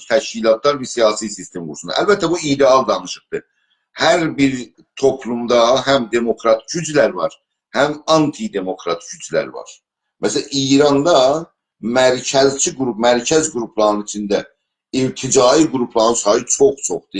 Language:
South Azerbaijani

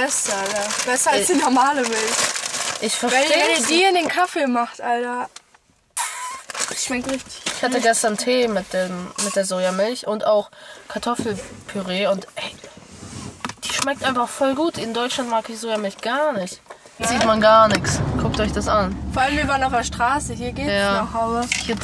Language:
German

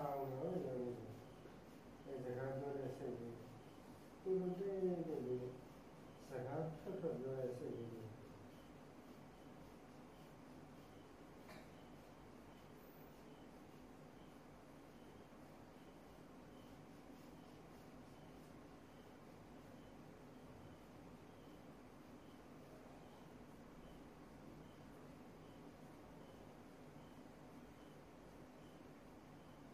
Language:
Burmese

